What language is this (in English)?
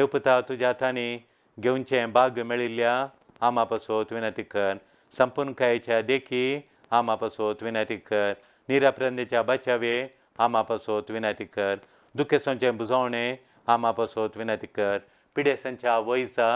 Konkani